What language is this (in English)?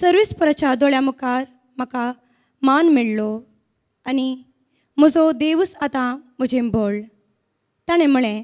Konkani